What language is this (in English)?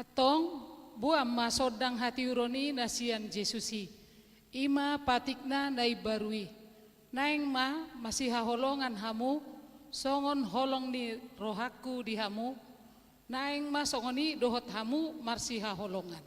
Batak Toba